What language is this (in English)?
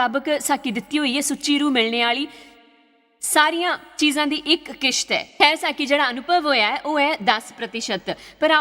Dogri